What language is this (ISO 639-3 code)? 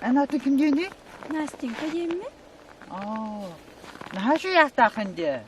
sah